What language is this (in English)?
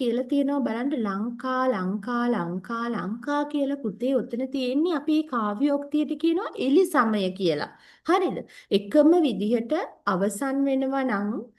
Sinhala